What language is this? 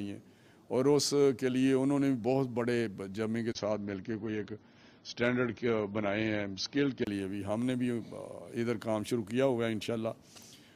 Urdu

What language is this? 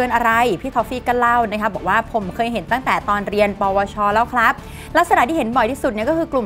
Thai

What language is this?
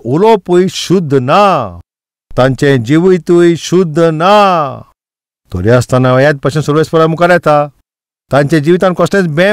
Konkani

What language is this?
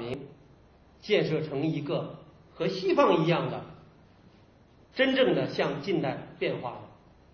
Chinese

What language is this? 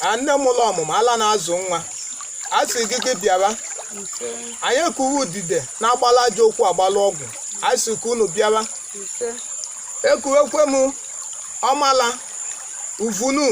Igbo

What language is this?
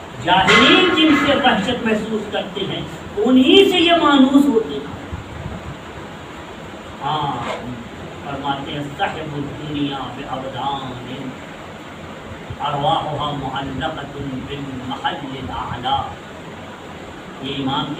Urdu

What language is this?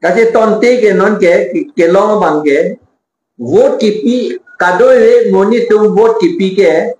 Karbi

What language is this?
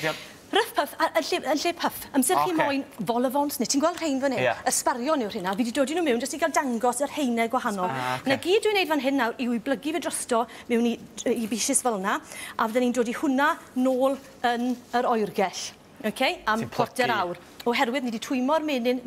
Welsh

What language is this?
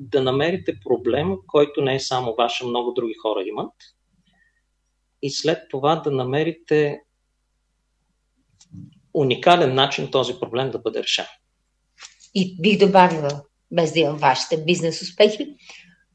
Bulgarian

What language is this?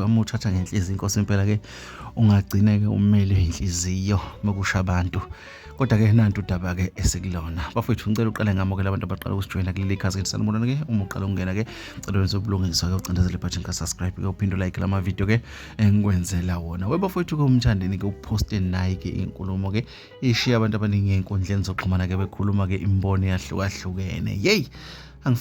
Zulu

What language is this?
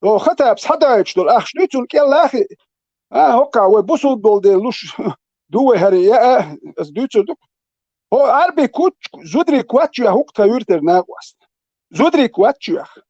Chechen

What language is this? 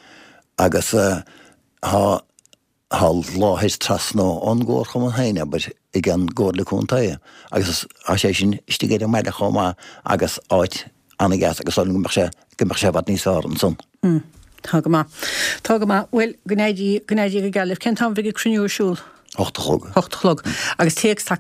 Irish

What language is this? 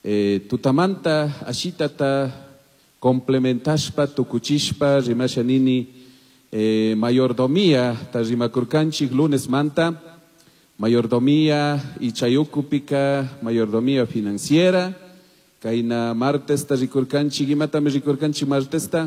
Chimborazo Highland Quichua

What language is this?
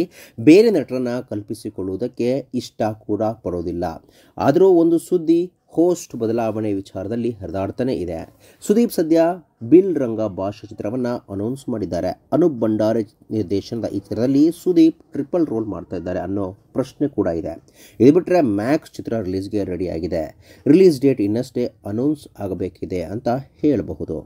Kannada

